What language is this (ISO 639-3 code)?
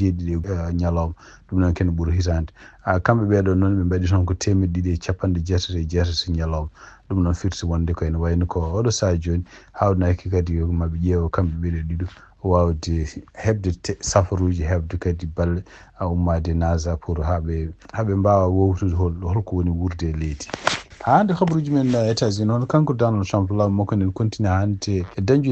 ful